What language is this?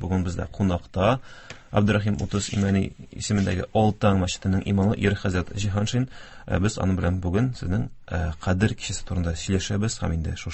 Tatar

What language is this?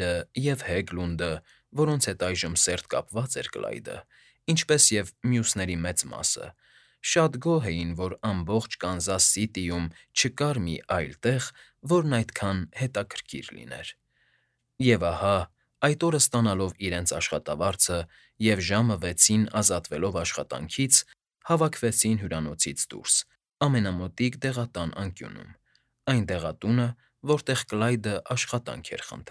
Armenian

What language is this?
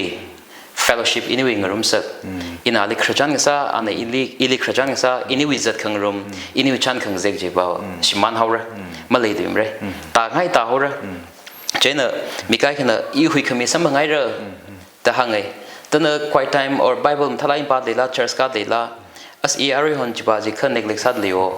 Tangkhul Naga (India)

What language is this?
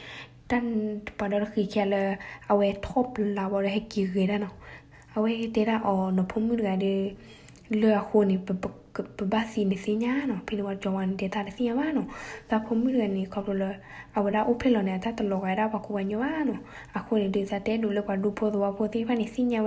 S'gaw Karen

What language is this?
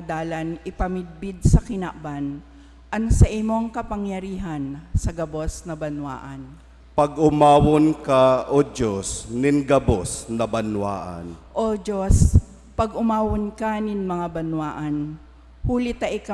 Bikol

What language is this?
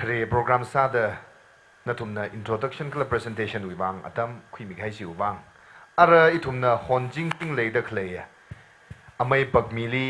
Tangkhul Naga (India)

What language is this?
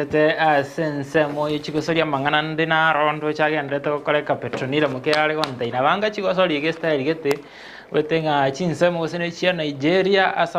Gusii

